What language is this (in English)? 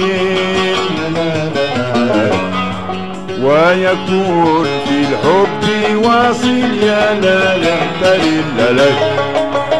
Arabic